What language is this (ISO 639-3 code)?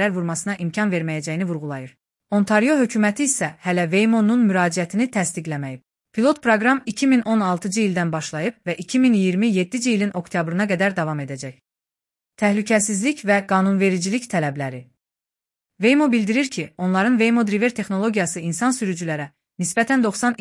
aze